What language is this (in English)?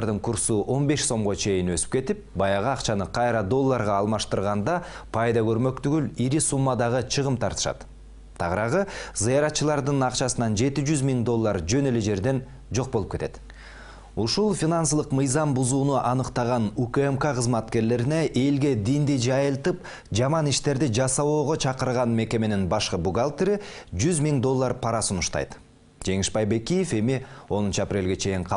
Kyrgyz